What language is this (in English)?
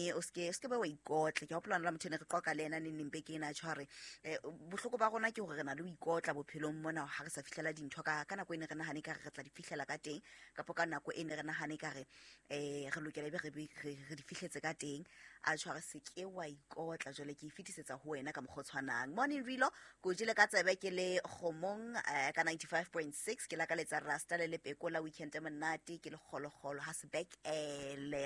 Southern Sotho